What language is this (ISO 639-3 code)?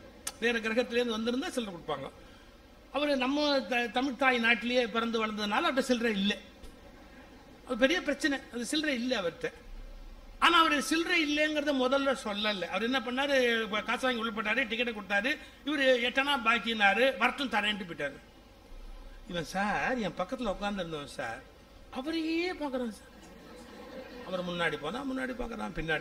tam